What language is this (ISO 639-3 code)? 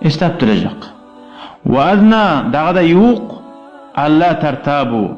kum